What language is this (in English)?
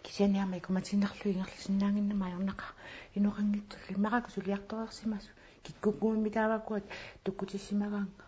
Kalaallisut